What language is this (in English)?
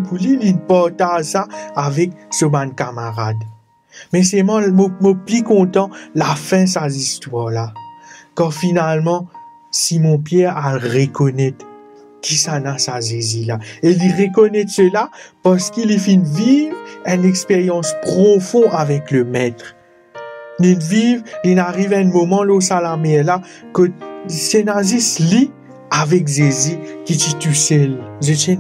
Morisyen